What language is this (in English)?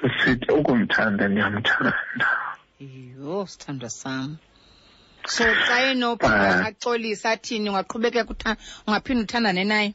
Xhosa